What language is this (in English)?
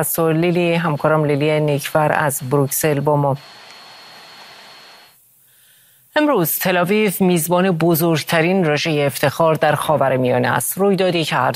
Persian